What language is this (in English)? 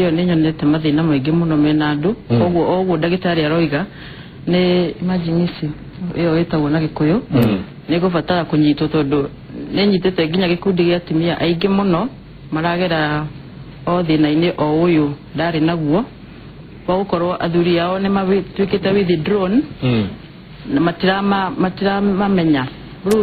Kikuyu